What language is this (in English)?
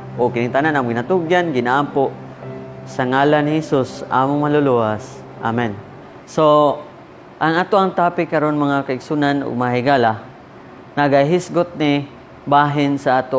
Cebuano